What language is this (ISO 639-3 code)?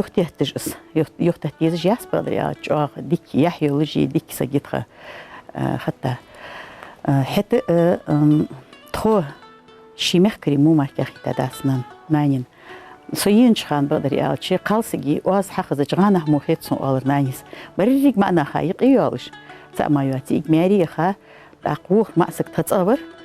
inh